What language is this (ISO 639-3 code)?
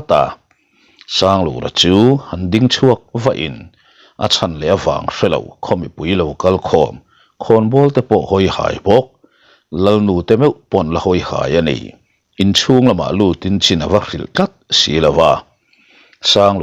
lus